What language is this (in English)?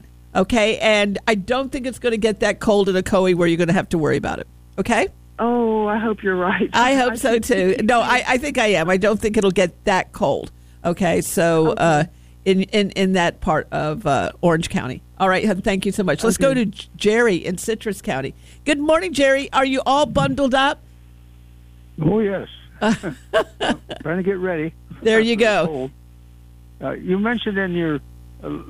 English